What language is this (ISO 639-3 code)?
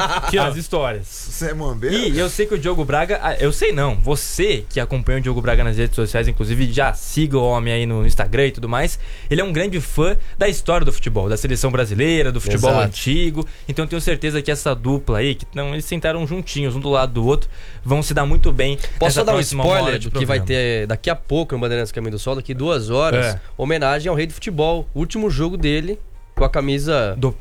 por